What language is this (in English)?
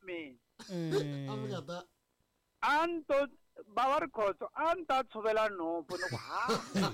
Tsonga